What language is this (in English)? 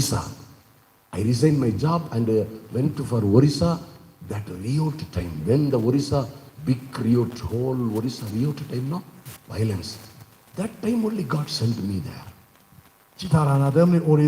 Tangkhul Naga (India)